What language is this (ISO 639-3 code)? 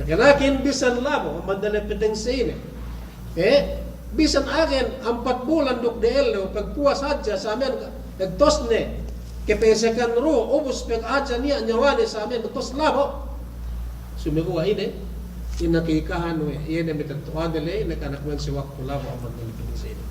yka